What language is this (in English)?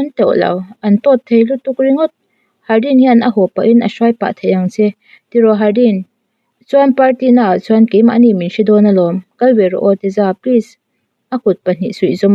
Mizo